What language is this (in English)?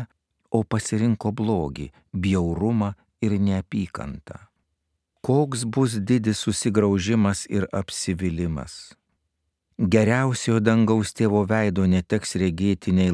Lithuanian